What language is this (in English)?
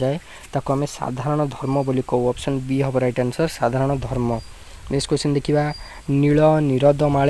Odia